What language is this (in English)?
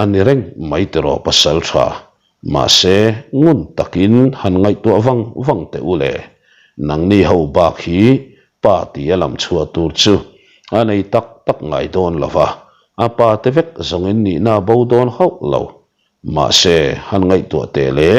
Mizo